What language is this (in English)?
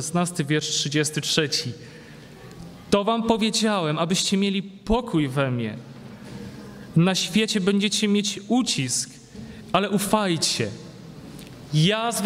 Polish